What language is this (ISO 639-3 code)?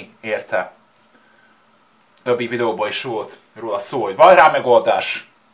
hun